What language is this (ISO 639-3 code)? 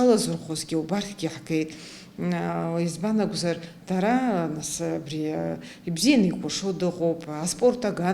abk